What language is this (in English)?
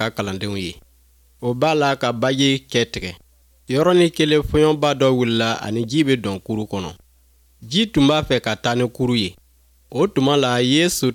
Bambara